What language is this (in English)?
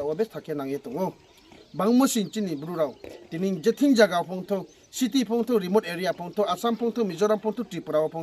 Riang (India)